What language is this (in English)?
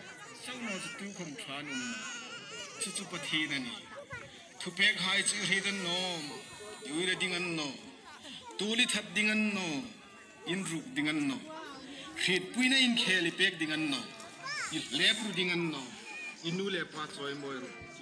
Hmar